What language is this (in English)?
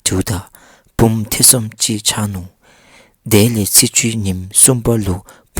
Dzongkha